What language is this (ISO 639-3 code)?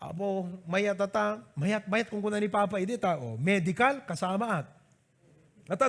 ilo